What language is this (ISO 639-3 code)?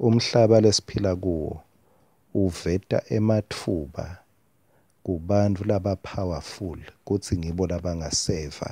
ssw